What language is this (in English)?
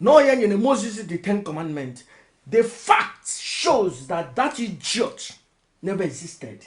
Igbo